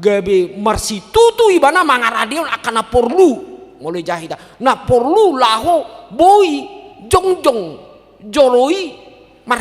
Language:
Batak Toba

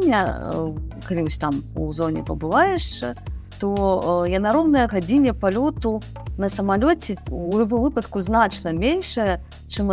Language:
Belarusian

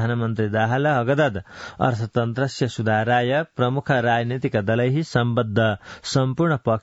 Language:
Sanskrit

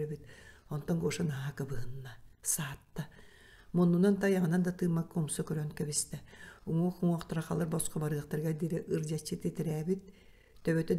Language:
Yakut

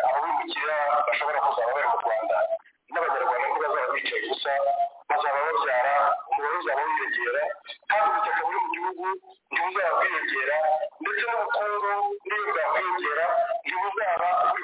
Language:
Kinyarwanda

